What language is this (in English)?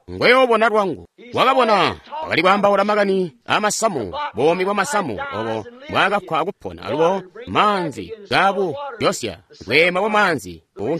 Tonga (Zambia)